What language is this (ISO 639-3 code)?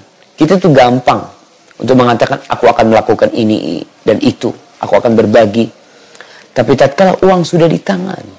ind